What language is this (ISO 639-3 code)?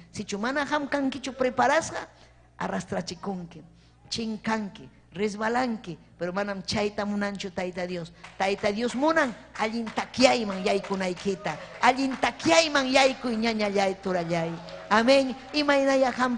quy